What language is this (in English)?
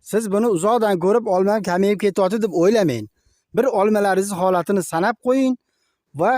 Uzbek